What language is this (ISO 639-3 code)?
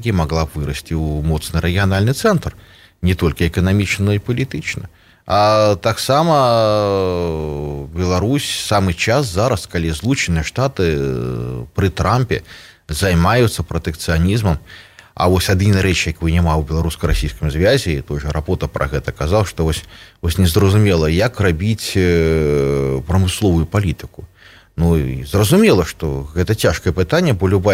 bel